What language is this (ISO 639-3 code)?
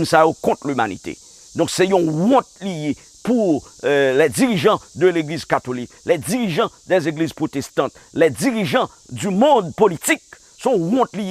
hat